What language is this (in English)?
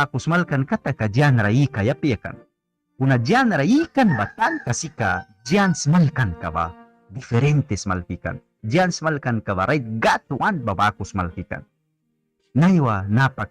Mískito